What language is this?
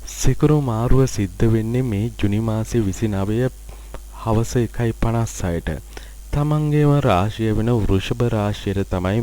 Sinhala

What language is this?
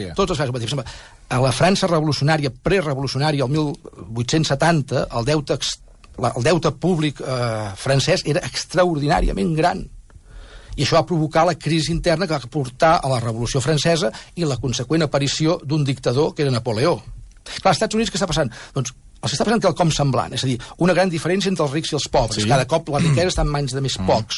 Catalan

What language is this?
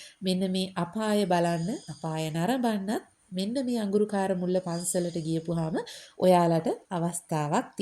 Sinhala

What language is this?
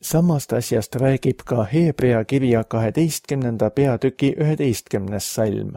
Estonian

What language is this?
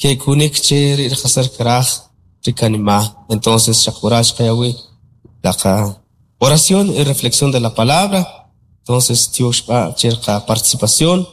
Kʼicheʼ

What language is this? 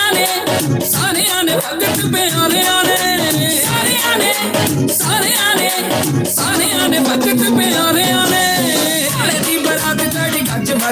Dogri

